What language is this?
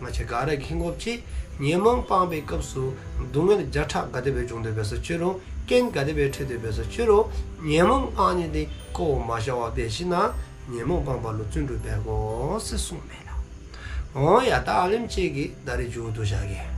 Dzongkha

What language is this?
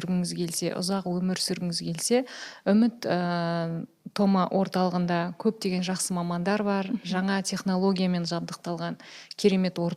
Kazakh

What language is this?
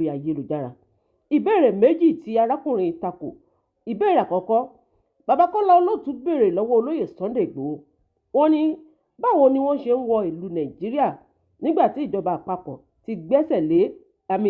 Yoruba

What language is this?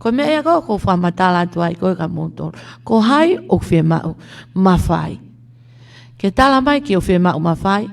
Tongan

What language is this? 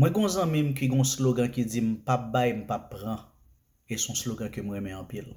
Haitian Creole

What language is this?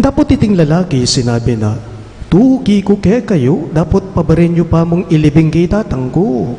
Pampanga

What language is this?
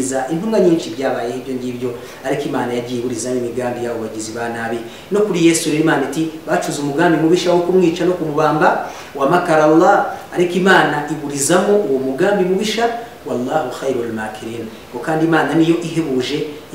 Kinyarwanda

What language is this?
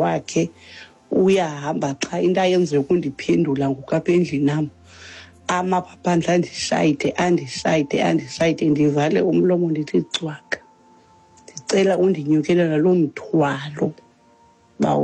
Xhosa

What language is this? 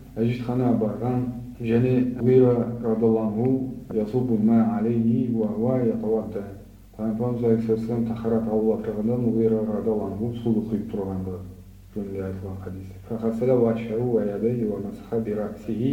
Kazakh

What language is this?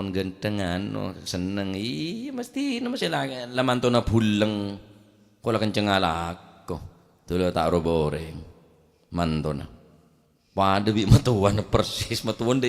Madurese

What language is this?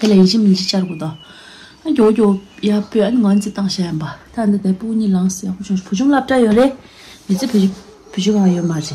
Tibetan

